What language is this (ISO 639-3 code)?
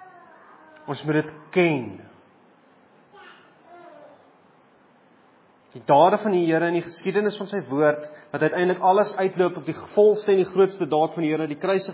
afr